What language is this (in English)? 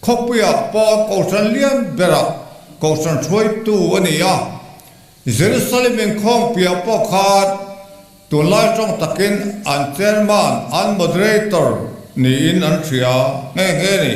Mizo